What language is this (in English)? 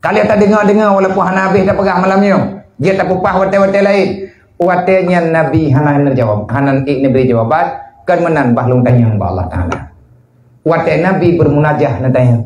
Achinese